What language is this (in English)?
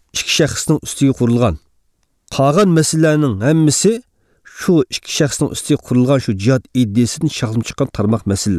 Uyghur